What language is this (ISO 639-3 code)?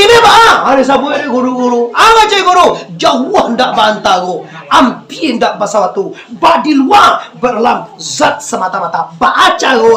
min